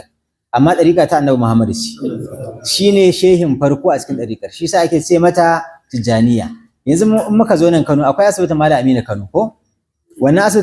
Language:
Hausa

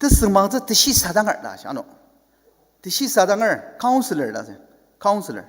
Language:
Ao Naga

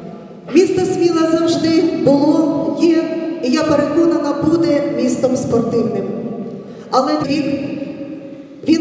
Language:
Ukrainian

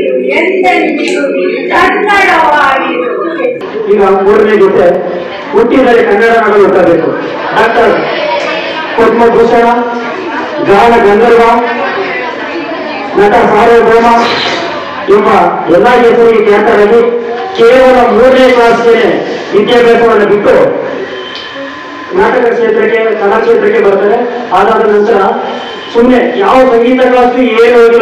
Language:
Kannada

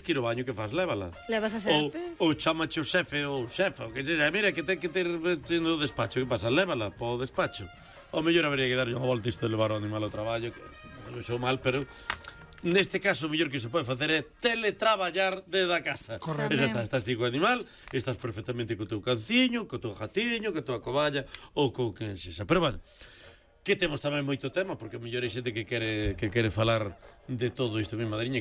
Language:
Galician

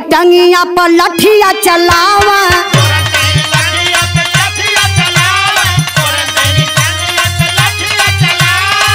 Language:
Bhojpuri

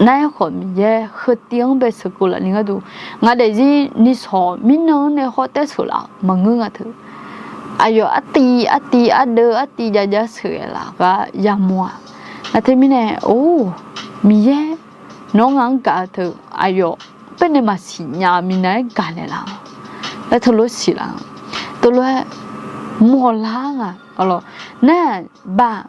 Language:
Akha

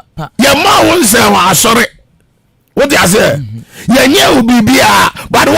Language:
Akan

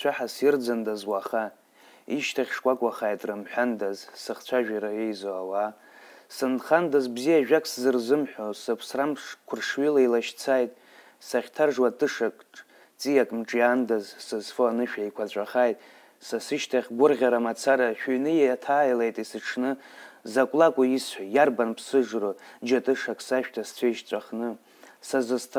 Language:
Abkhazian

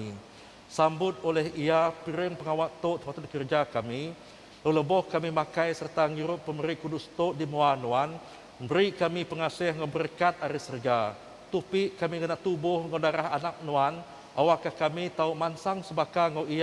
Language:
Iban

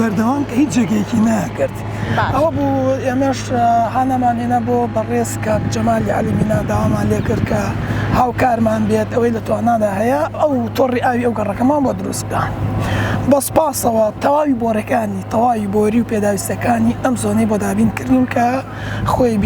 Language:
Central Kurdish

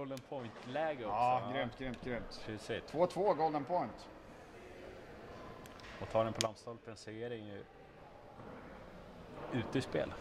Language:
Swedish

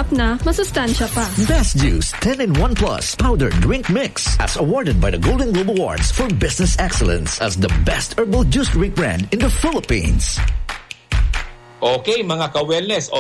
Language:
Filipino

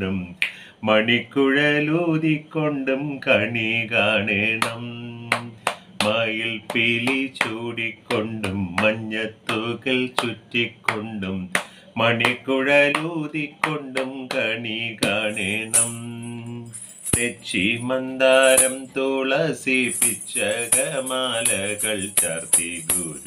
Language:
Malayalam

